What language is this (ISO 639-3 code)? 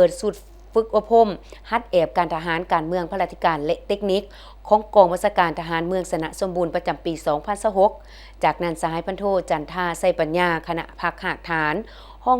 lao